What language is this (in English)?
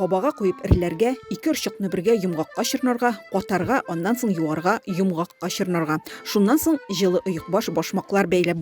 Tatar